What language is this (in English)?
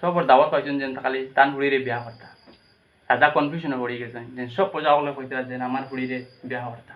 Sylheti